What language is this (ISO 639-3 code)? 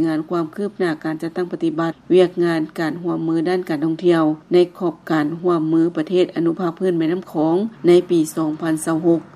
lao